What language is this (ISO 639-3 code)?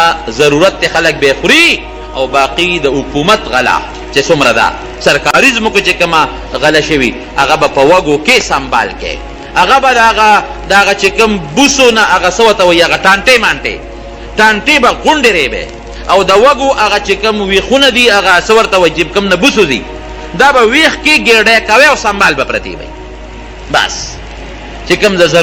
pus